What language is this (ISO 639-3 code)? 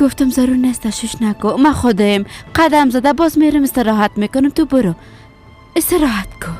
fas